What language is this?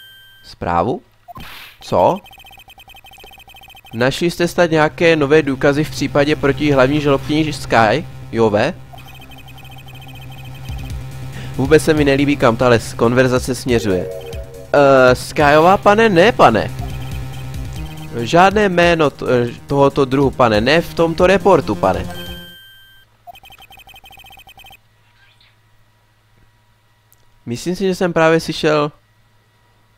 Czech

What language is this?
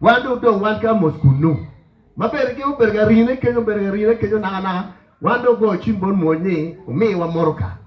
Acoli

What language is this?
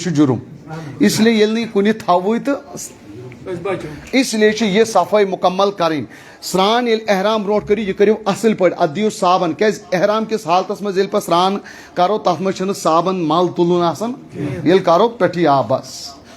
Kashmiri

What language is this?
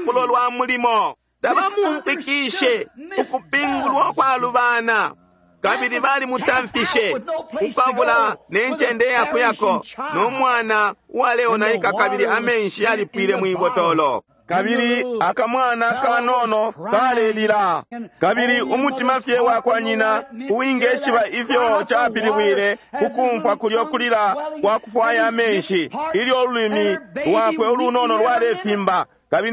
Bemba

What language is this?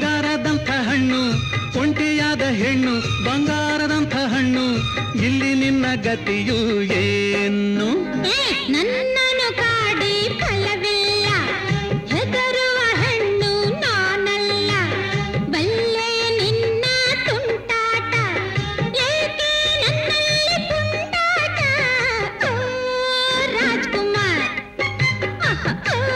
Kannada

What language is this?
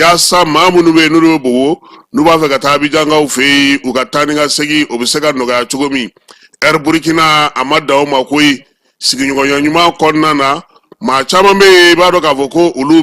Bambara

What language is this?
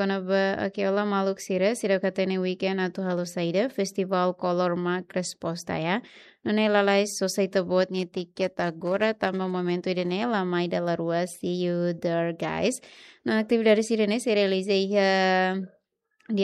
Tetum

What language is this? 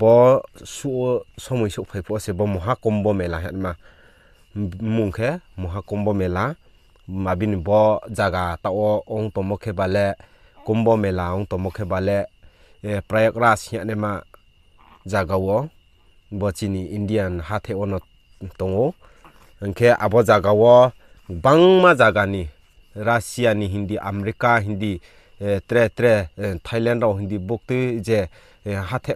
Riang (India)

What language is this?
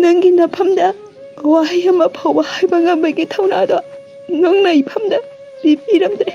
Manipuri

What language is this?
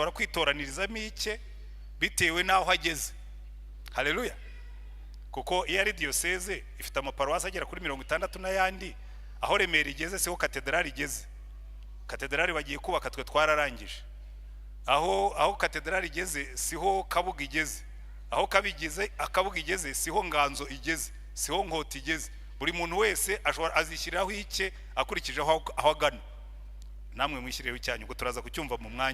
Kinyarwanda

